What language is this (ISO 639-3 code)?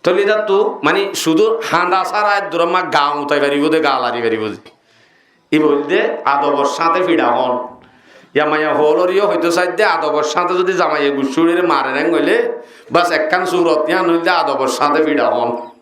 rhg